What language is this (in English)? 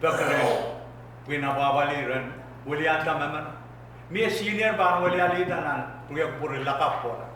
Pohnpeian